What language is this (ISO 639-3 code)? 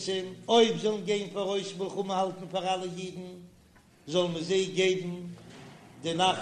yid